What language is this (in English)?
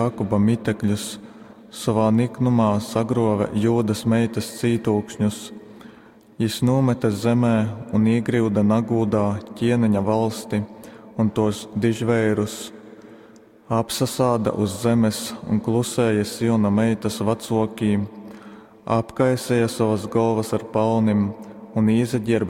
Latgalian